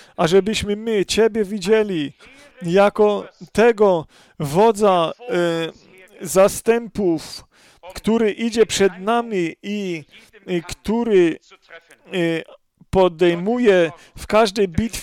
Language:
Polish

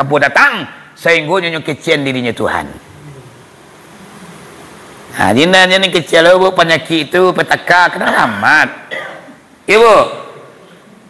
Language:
Minangkabau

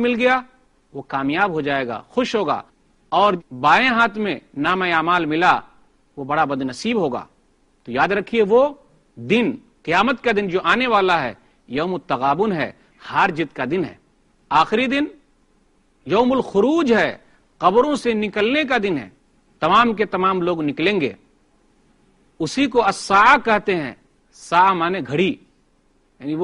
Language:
Urdu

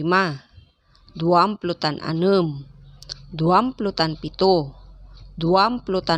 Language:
Pangasinan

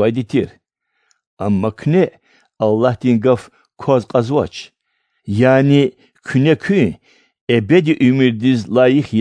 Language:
Lezghian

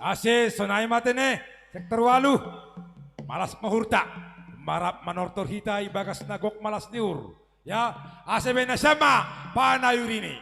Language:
Batak Simalungun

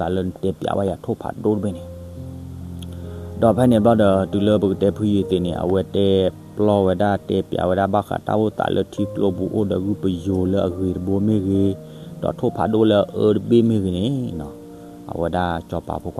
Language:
S'gaw Karen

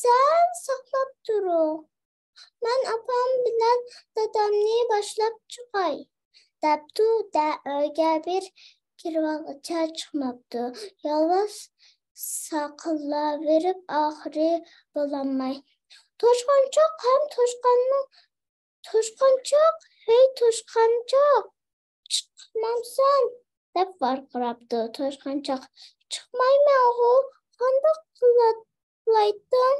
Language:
Uyghur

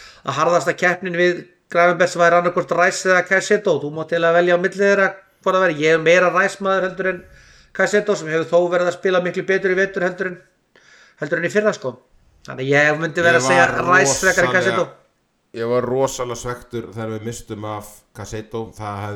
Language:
Icelandic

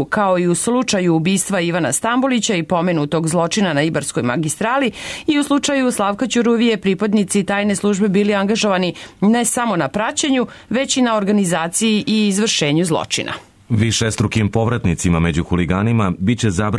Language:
Serbian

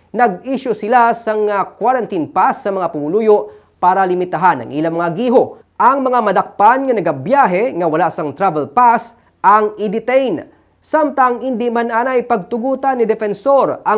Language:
Hiligaynon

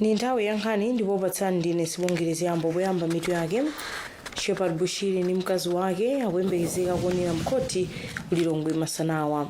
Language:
Nyanja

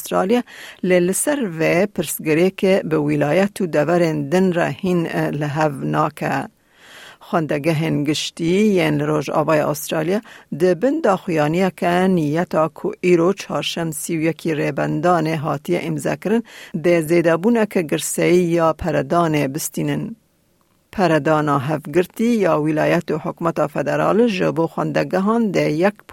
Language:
Kurdish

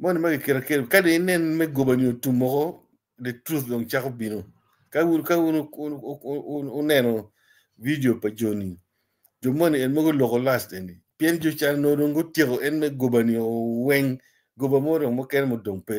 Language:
Acoli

